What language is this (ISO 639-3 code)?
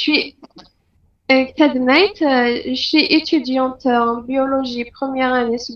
kab